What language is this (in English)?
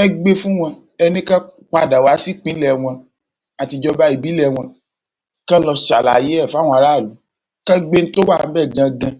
Yoruba